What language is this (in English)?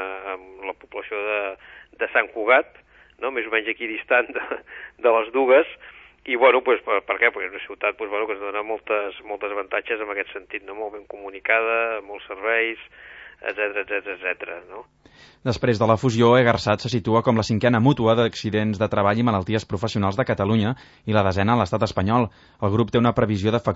Catalan